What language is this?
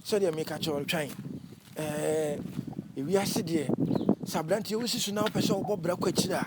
Akan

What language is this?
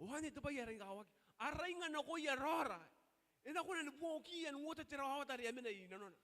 Gilbertese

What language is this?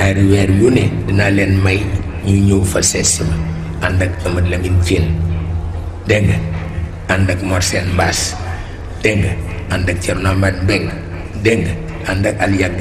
Wolof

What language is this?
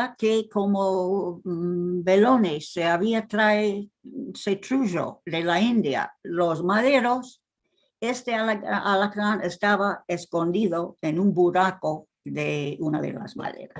Ladino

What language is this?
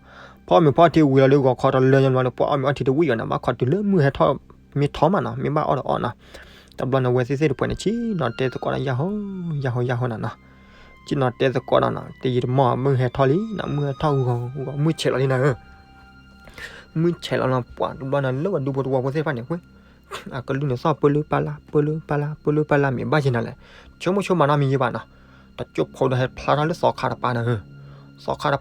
S'gaw Karen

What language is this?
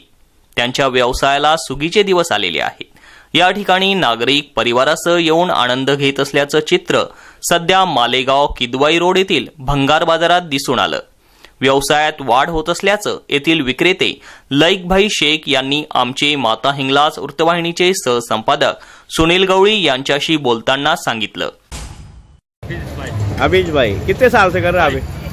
Marathi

